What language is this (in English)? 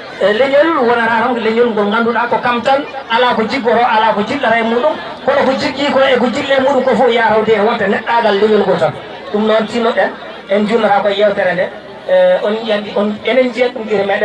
Fula